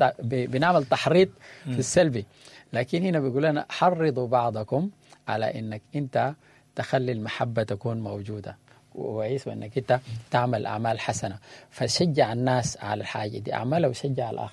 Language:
Sudanese Arabic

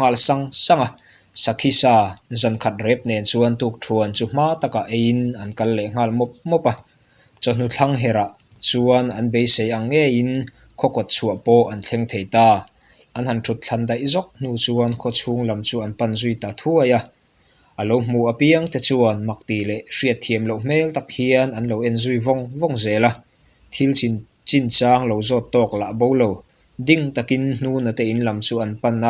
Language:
Mizo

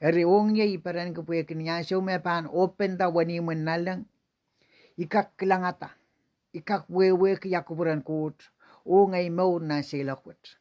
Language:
Pohnpeian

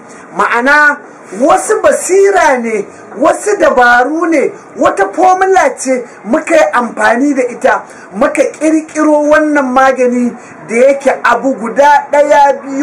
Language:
Hausa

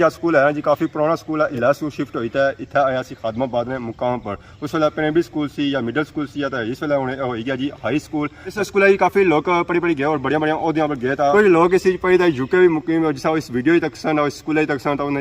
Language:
Pahari-Potwari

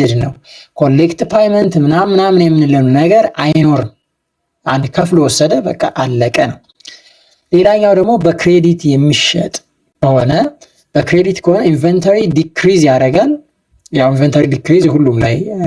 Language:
Amharic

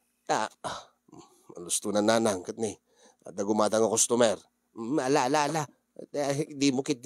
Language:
Iloko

